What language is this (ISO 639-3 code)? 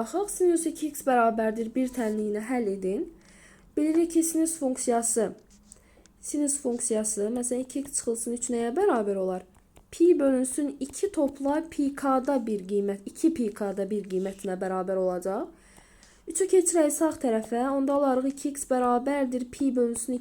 aze